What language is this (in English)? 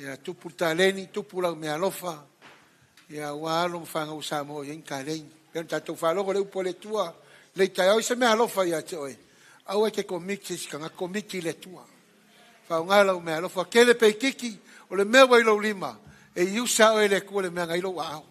Samoan